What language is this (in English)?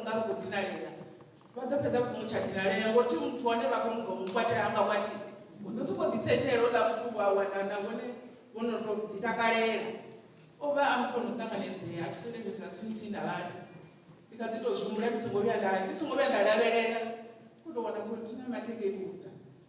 Venda